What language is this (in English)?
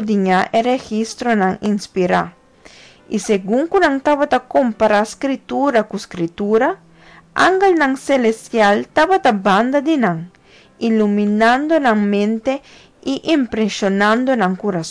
Papiamento